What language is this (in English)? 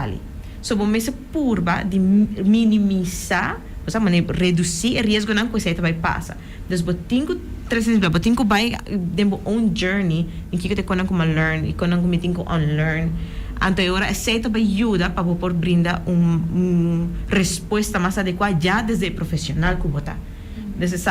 Papiamento